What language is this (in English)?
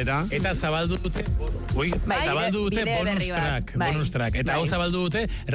Basque